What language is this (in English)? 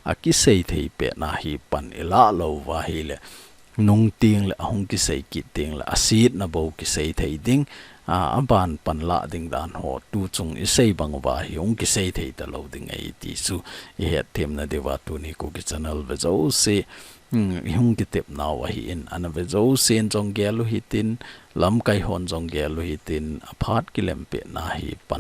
Thado Chin